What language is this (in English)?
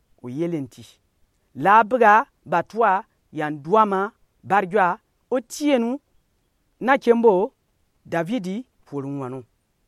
Gourmanchéma